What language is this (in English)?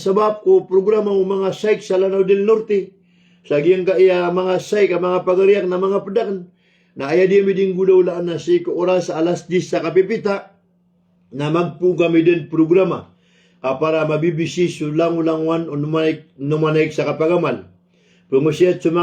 Maranao